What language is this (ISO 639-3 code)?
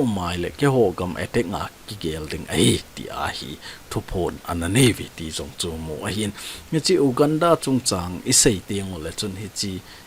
tcz